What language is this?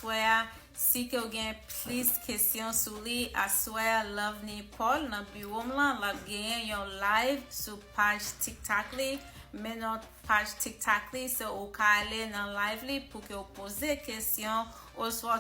Haitian Creole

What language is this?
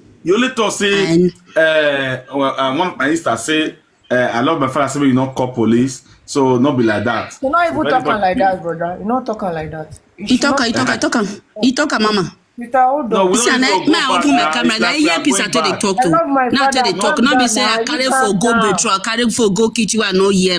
Nigerian Pidgin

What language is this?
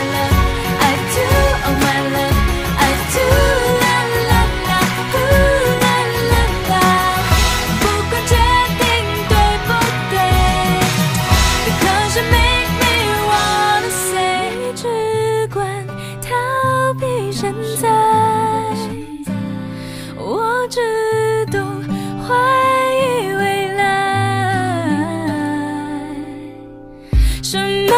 Chinese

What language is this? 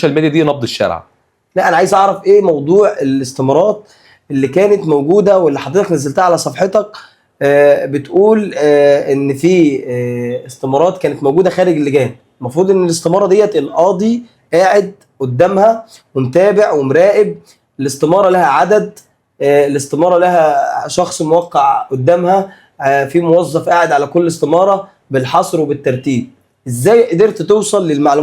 Egyptian Arabic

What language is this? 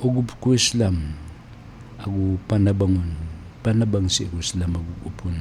Maranao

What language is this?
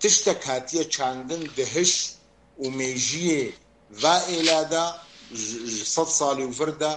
Kurdish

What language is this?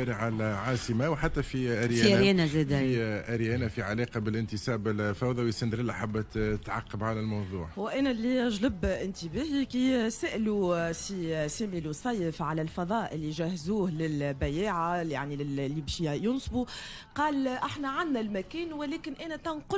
Tunisian Arabic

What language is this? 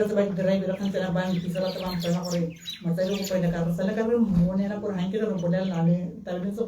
Tswana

